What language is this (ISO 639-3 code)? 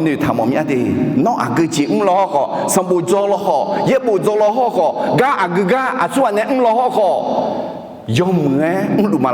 ahk